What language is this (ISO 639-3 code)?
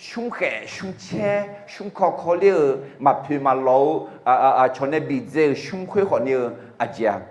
ahk